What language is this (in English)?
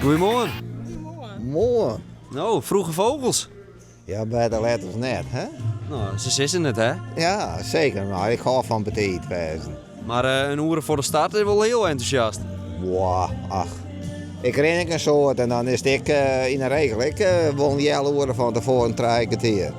Western Frisian